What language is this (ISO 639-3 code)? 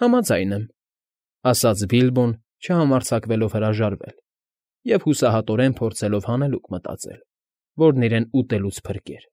hye